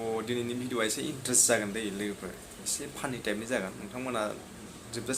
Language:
Bodo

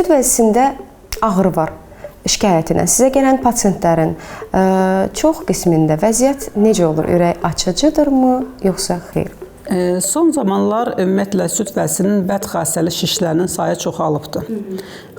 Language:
Azerbaijani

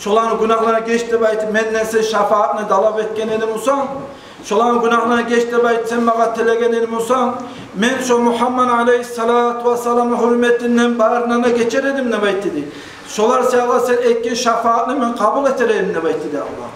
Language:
Kumyk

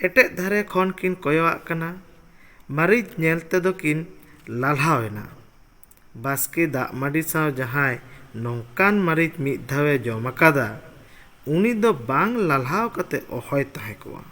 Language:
Santali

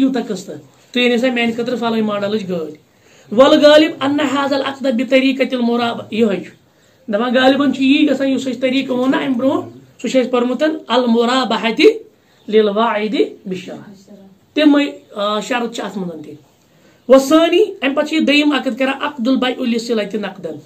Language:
Kashmiri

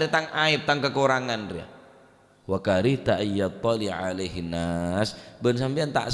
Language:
Madurese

